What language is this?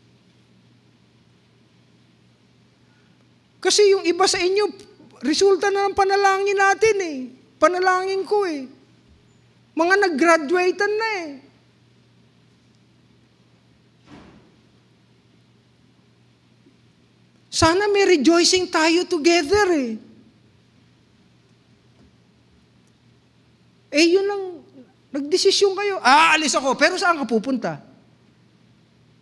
Filipino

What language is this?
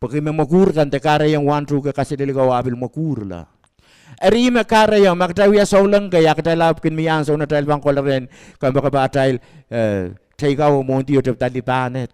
Pohnpeian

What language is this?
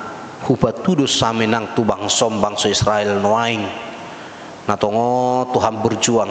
Batak Toba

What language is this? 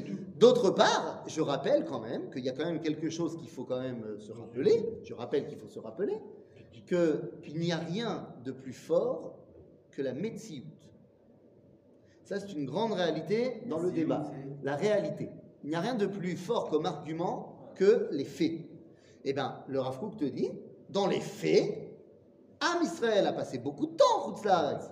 French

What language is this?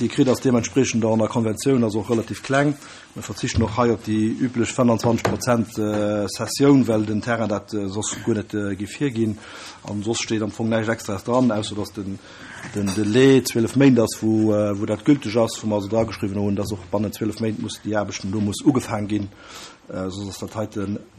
Luxembourgish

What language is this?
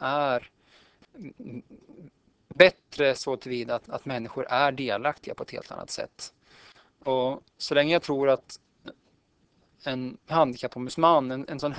Swedish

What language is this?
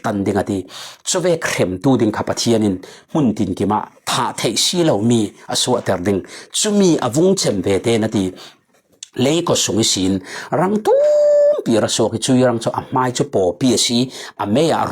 Falam Chin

